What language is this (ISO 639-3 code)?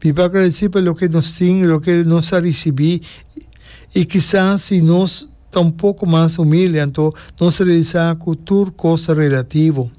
pap